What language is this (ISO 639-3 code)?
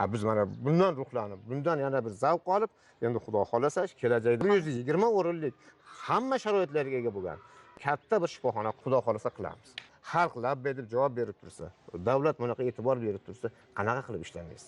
uzb